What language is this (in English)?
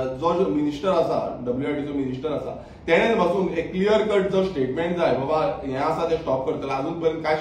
Konkani